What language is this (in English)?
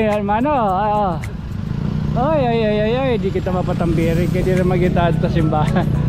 Waray